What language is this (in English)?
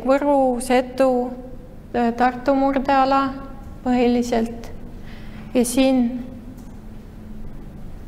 Estonian